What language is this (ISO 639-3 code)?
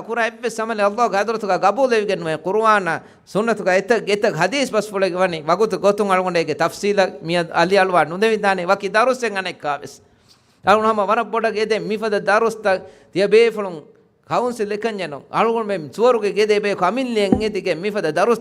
div